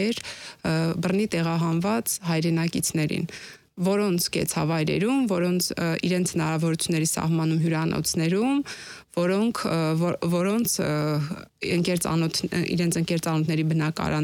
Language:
Armenian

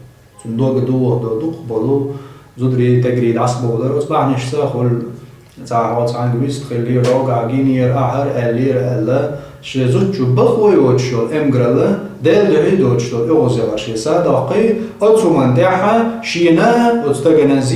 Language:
Chechen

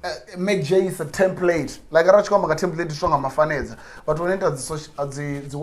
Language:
Venda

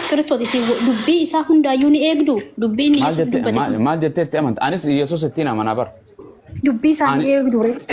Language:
Oromo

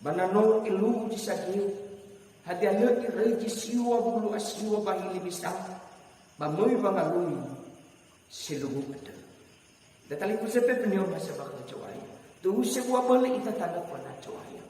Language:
Nias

